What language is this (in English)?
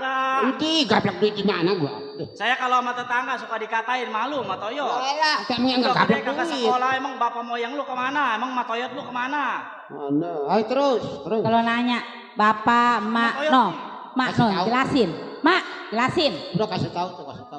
Betawi